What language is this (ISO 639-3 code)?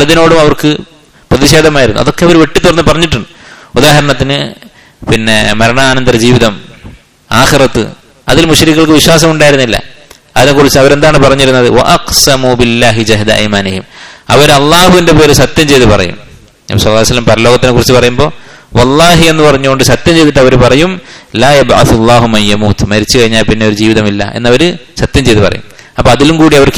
mal